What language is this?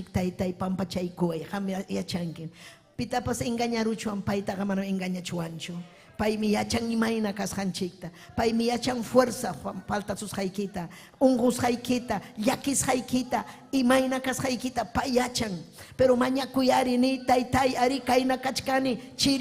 Ayacucho Quechua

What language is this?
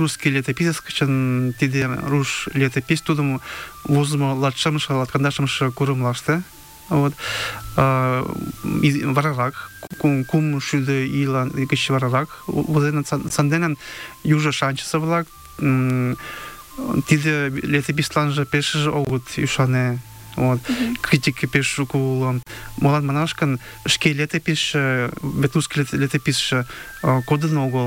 Mari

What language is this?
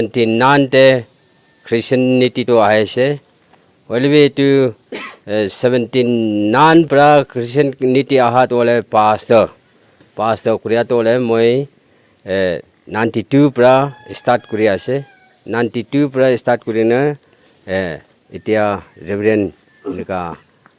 Naga Pidgin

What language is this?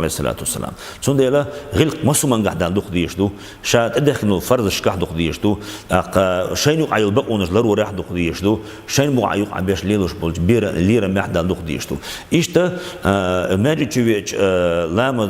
Chechen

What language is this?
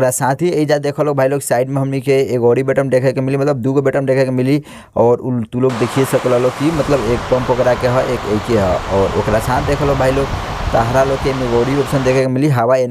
Bhojpuri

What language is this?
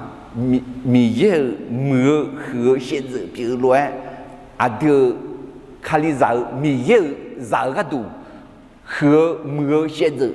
Akha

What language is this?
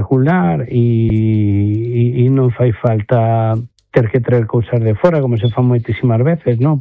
Galician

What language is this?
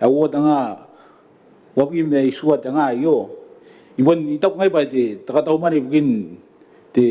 Gilbertese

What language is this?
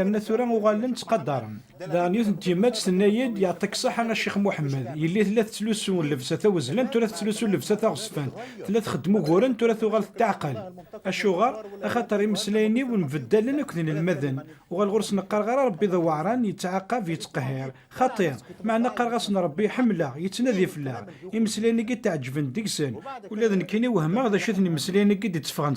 Kabyle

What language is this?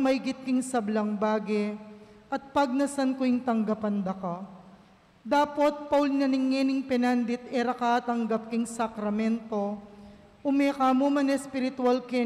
Pampanga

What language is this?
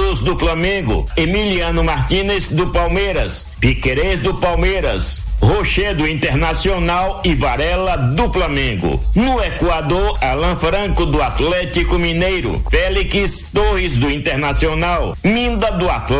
Portuguese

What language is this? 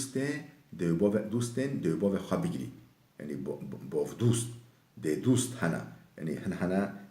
Kurdish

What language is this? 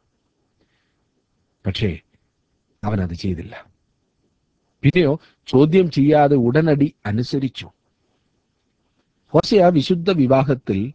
Malayalam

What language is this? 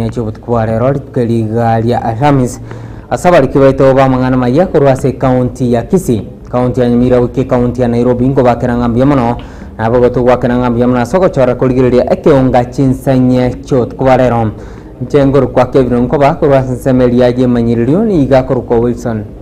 Gusii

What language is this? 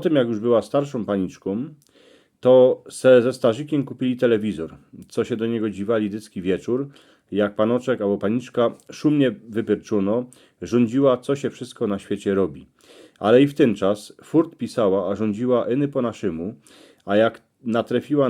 Silesian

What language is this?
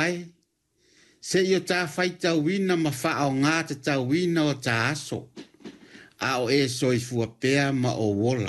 Samoan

